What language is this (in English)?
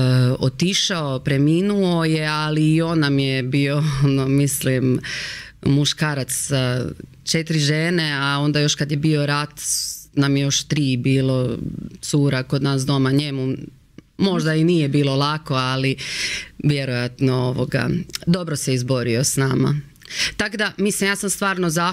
Croatian